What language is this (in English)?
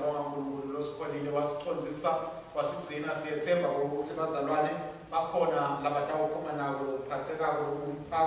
Swati